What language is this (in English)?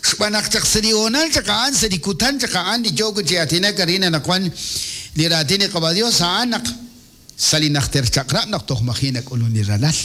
Kekchí